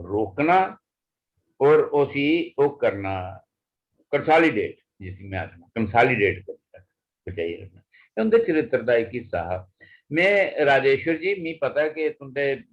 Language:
Dogri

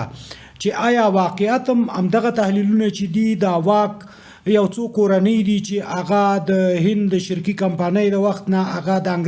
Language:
Pashto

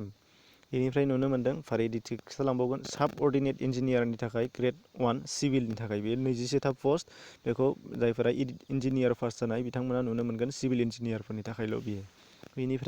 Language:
Bodo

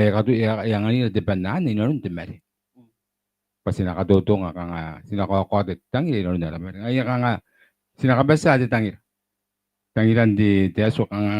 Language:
Gilbertese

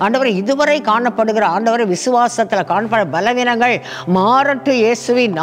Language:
Tamil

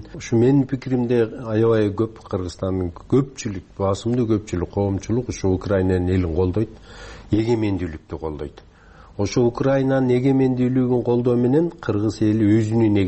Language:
Kyrgyz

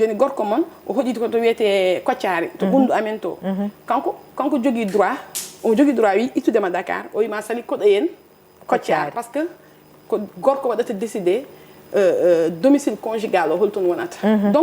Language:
Fula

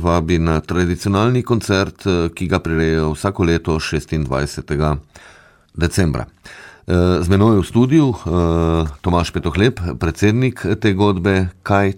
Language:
Slovenian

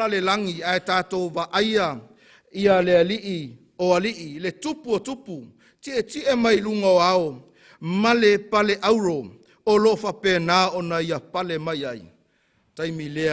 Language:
Samoan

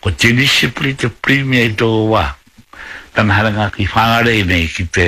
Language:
Māori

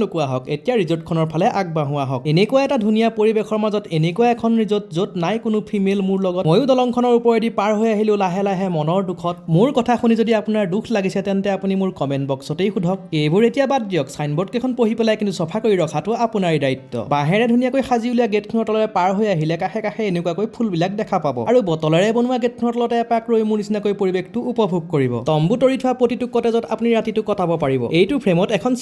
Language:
Assamese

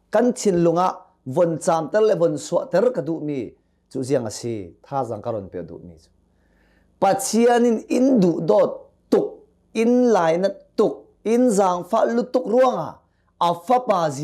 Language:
Hakha Chin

